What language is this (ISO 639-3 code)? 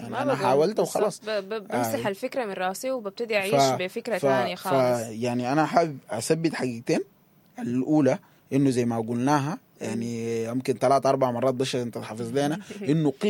apd